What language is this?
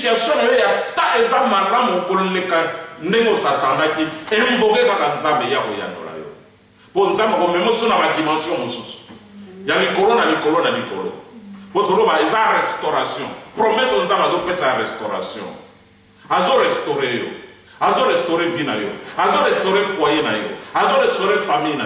Lingala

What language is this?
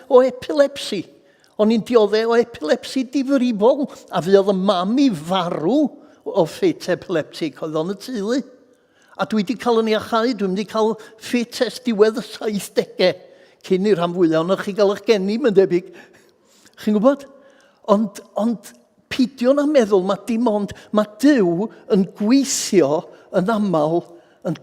Welsh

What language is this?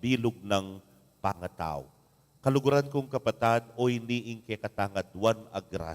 Pampanga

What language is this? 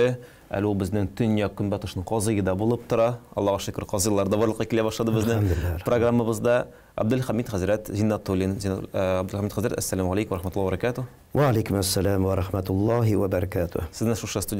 Tatar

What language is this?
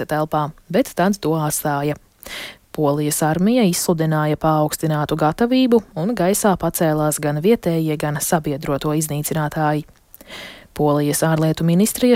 Latvian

